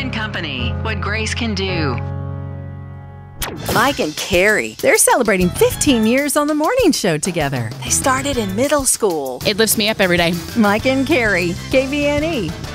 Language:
English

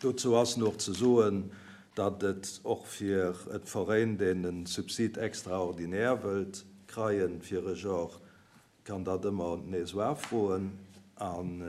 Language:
Luxembourgish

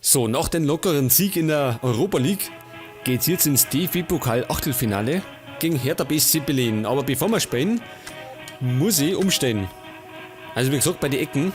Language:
Bavarian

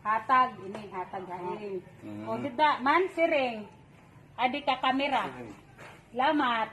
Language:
Waray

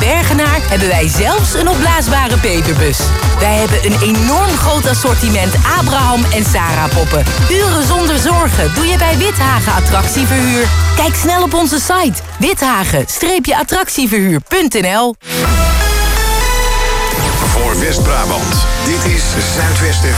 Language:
Dutch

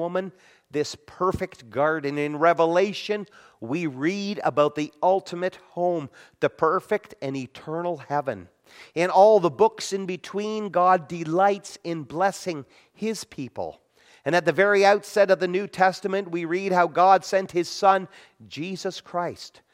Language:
English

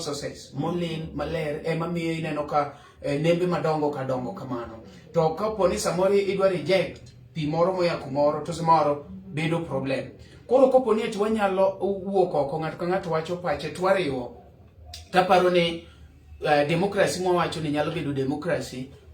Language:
Luo (Kenya and Tanzania)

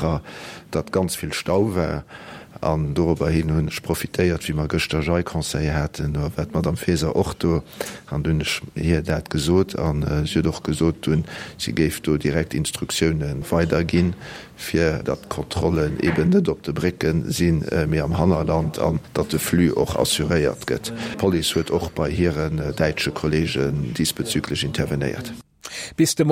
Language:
Luxembourgish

